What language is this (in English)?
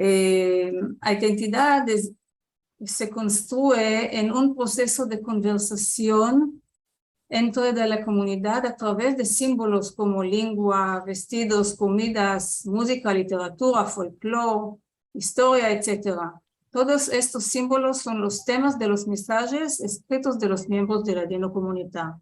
Ladino